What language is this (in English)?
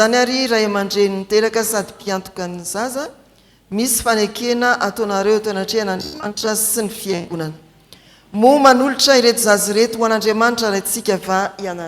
Malagasy